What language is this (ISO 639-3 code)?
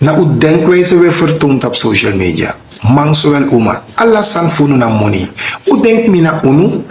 srn